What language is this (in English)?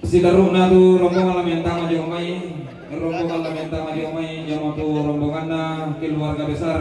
Toraja-Sa'dan